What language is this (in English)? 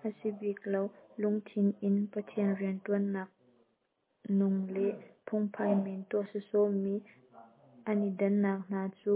Hakha Chin